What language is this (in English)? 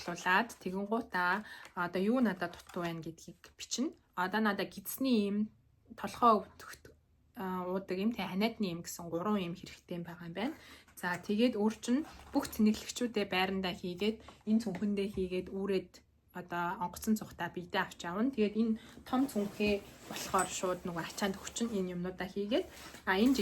Mongolian